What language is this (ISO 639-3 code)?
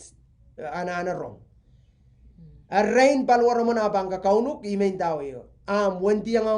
pon